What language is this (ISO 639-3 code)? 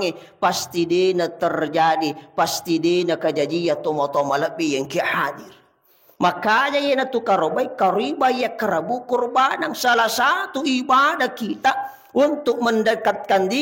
bug